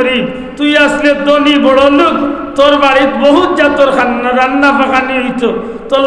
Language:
Sylheti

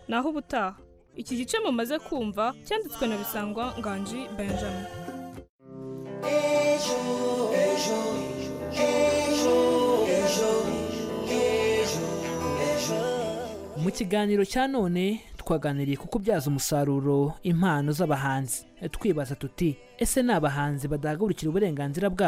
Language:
Kinyarwanda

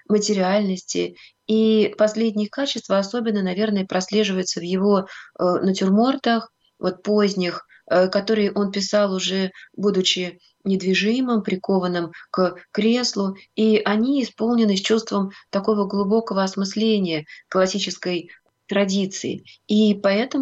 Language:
Russian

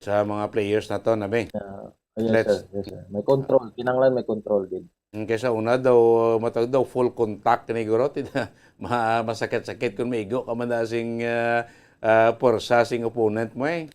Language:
Hiligaynon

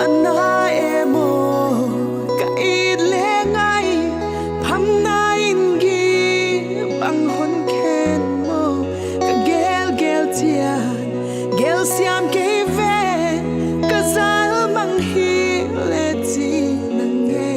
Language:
Paite Chin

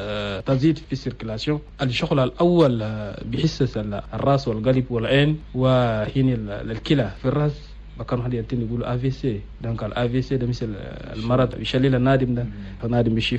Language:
Chadian Arabic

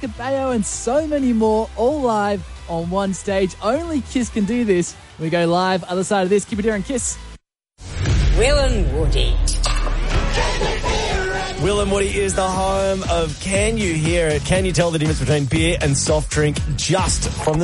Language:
English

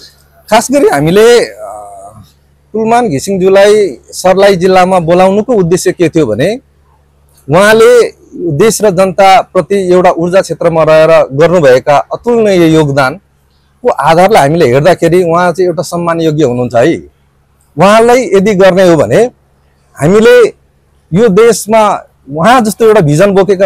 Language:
Nepali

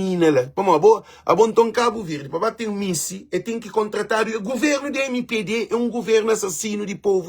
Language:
Kabuverdianu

